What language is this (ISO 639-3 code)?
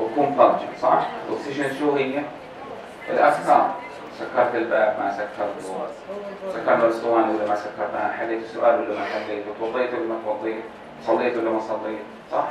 apc